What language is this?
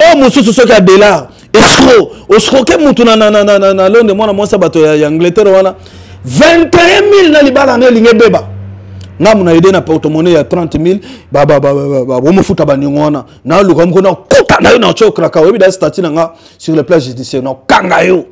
Lingala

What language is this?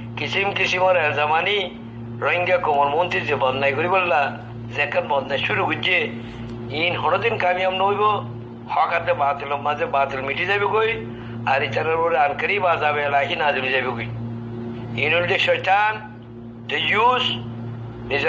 Rohingya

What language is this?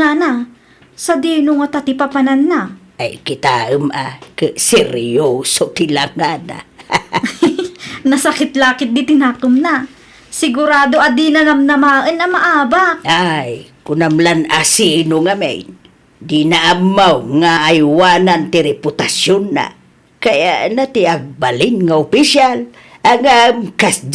Iloko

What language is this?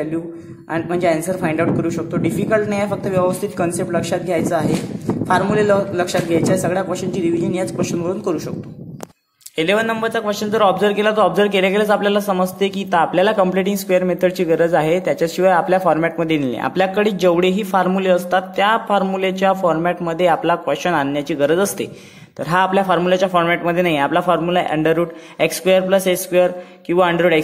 Marathi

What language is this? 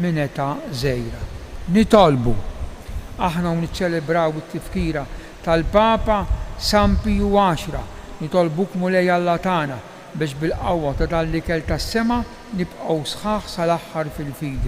Maltese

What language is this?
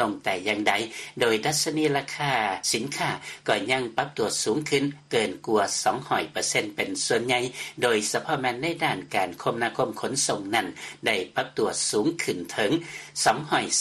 Lao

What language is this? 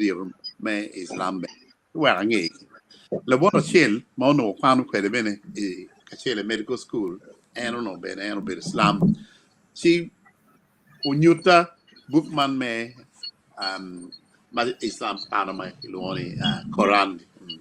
Acoli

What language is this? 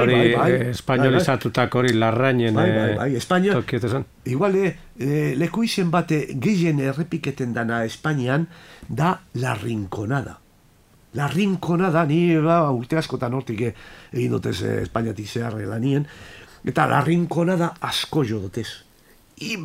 Basque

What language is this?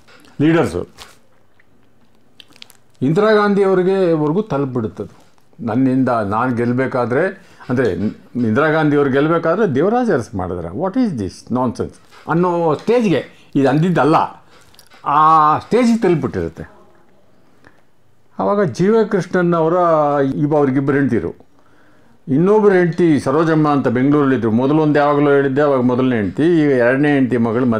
Kannada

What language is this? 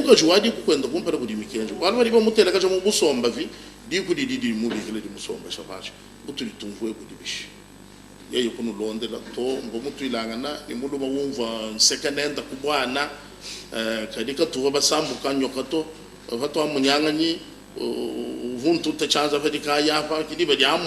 Luba-Lulua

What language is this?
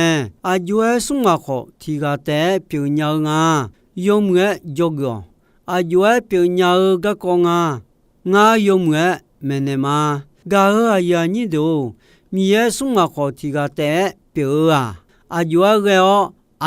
Akha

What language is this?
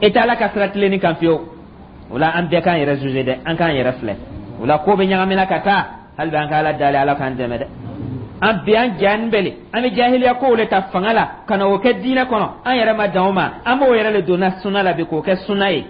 Dyula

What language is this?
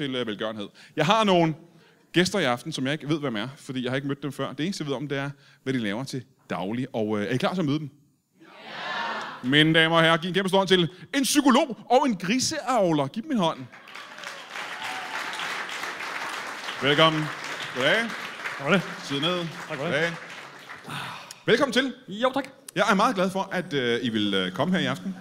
Danish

